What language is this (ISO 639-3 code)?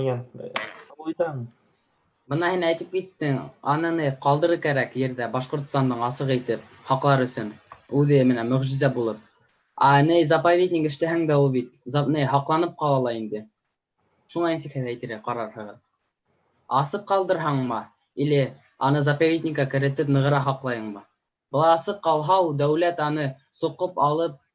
bak